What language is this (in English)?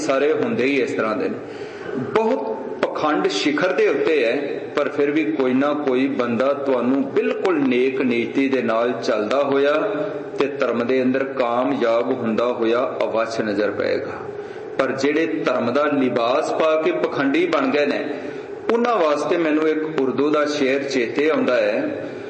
Punjabi